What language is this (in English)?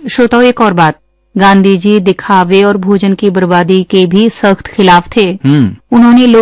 Hindi